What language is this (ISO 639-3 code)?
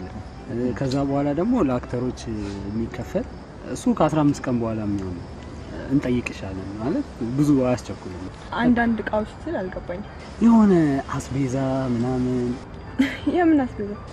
amh